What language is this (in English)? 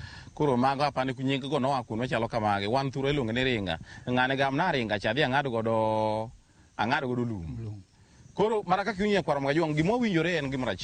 Luo (Kenya and Tanzania)